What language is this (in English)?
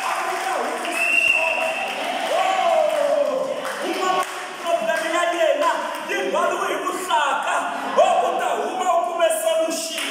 Tsonga